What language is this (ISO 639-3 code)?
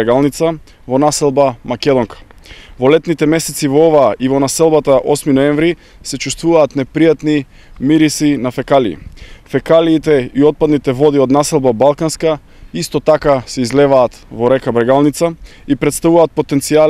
mkd